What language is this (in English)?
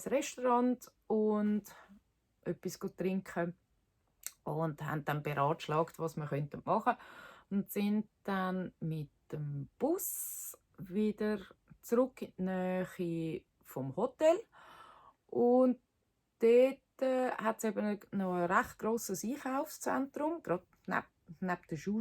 Swiss German